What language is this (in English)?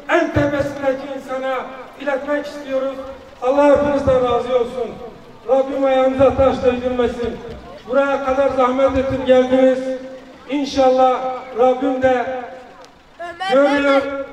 Turkish